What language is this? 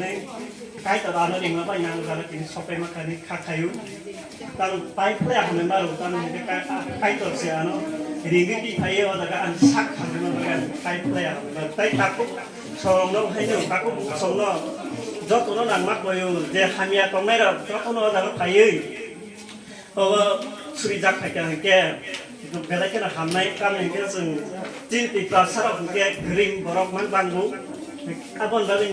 Kok Borok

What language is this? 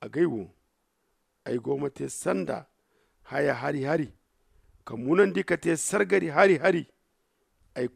Zarma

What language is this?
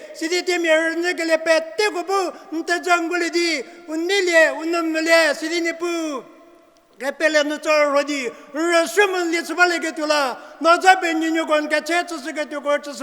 Angami Naga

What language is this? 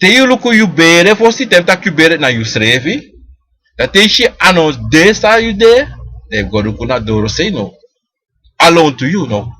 Sranan Tongo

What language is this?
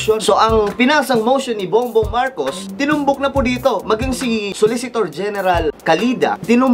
Filipino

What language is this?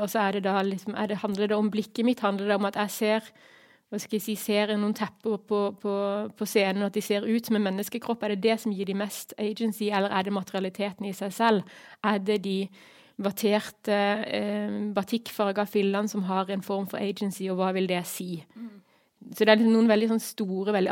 Norwegian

